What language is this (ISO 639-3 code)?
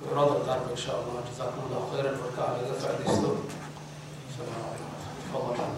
som